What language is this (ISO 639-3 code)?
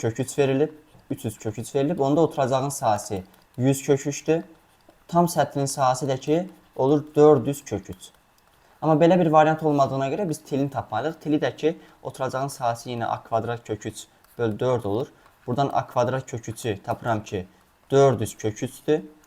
aze